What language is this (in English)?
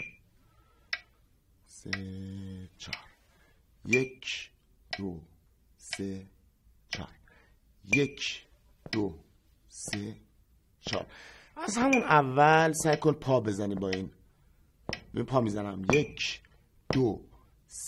Persian